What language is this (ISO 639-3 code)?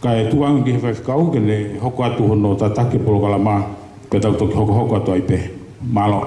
ton